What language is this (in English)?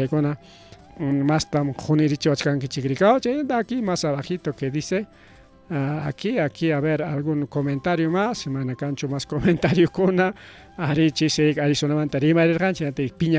Ayacucho Quechua